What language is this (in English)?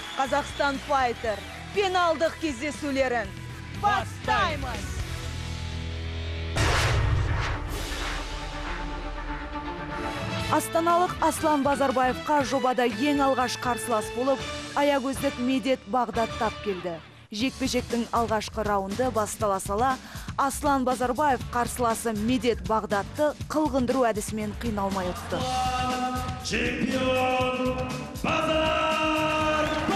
Kazakh